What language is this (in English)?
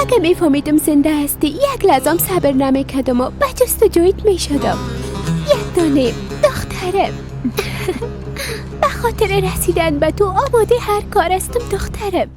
Persian